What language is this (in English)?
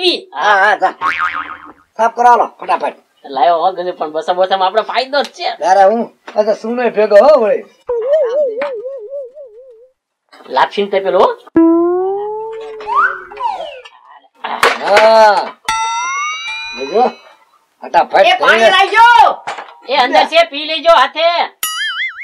Gujarati